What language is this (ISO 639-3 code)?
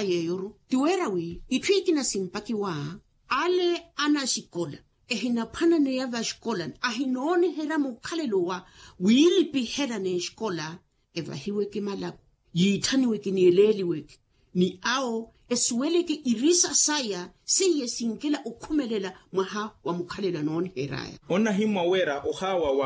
vmw